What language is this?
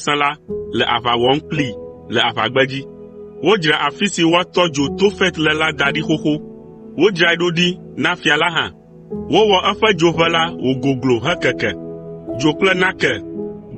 Ewe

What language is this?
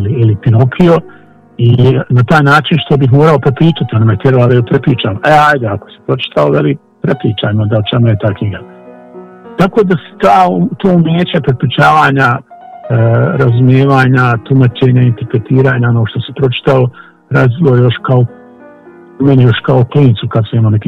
Bosnian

